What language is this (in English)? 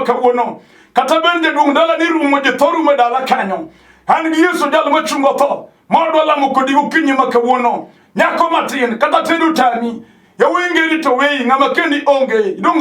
Luo (Kenya and Tanzania)